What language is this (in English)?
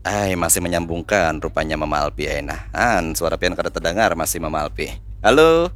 Banjar